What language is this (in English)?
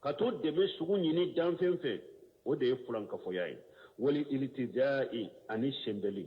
Bambara